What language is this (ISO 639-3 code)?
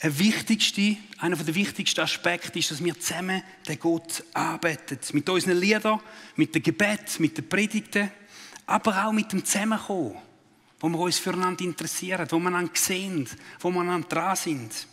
gsw